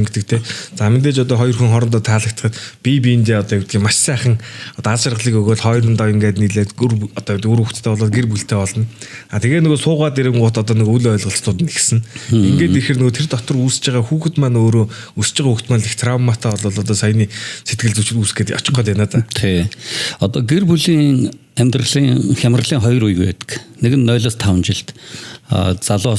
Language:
Mongolian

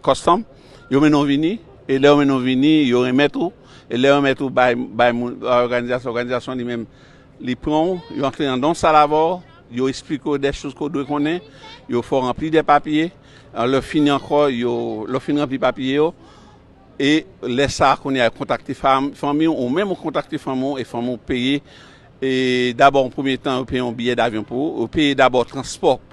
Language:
Haitian Creole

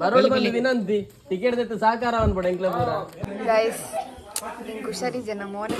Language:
Tulu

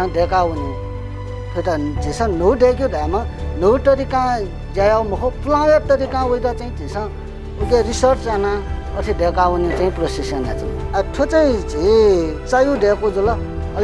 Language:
Newari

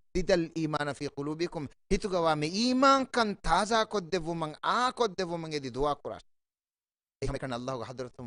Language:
Divehi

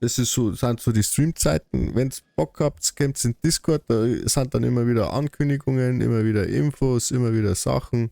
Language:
Bavarian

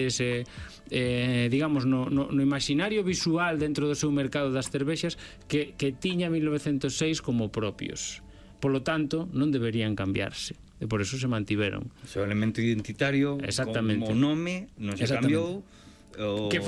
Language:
Galician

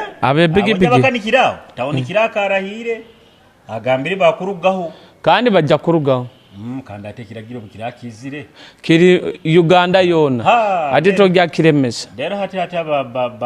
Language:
Nyoro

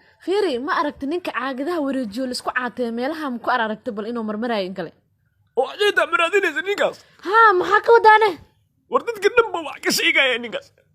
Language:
Somali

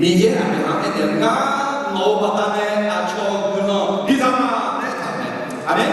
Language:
Akha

